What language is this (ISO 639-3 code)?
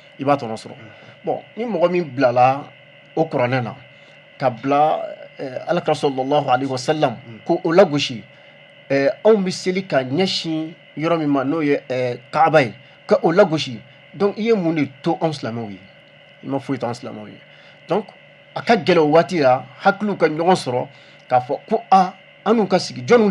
bam